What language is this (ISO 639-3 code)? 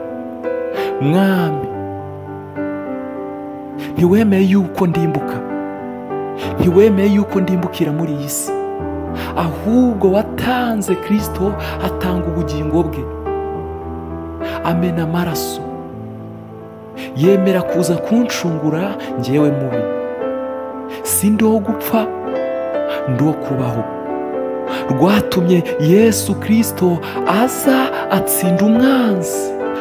kin